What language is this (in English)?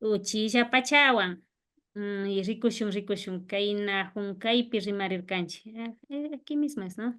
Imbabura Highland Quichua